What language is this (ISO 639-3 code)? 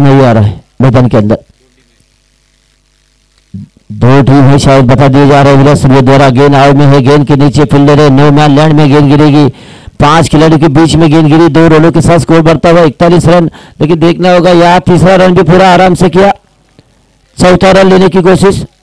hin